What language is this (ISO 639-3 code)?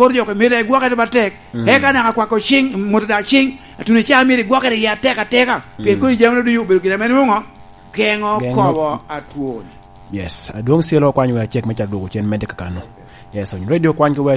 laj